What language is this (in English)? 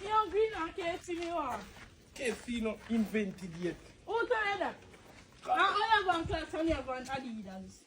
Jamaican Creole English